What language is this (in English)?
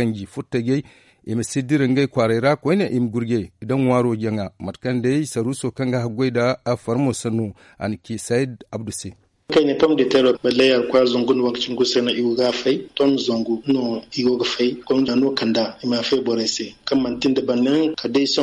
Zarma